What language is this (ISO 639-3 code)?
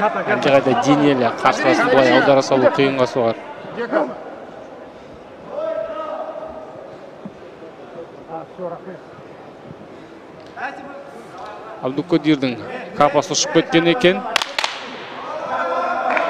kaz